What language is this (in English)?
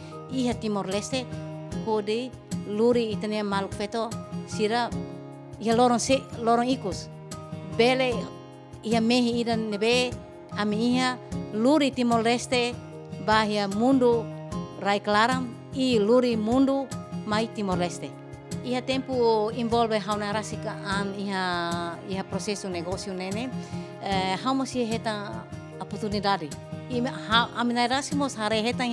Tetum